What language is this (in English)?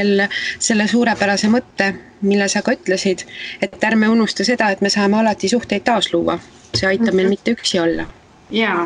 Estonian